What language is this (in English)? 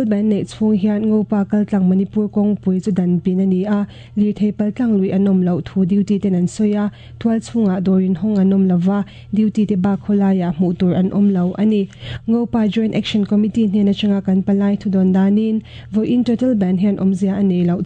Mizo